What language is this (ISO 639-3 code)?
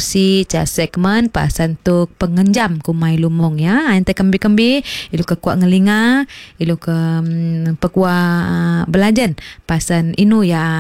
iba